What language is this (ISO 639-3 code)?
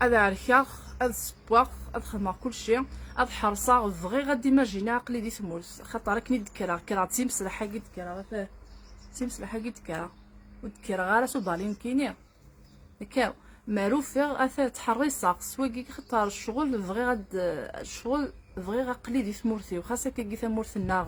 kab